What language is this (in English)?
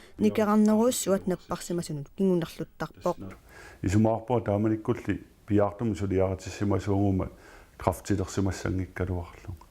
Kalaallisut